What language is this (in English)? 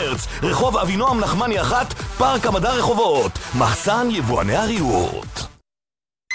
Hebrew